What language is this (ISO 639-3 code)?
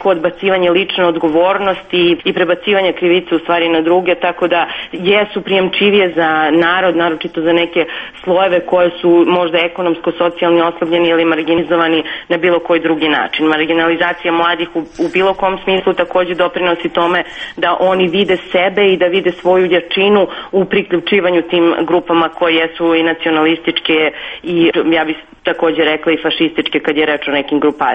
srp